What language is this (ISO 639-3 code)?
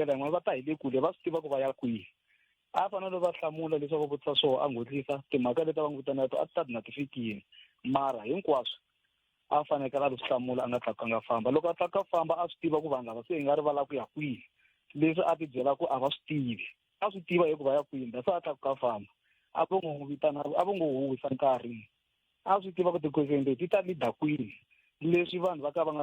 tso